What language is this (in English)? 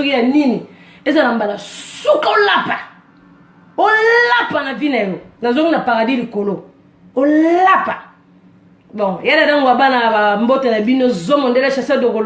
Lingala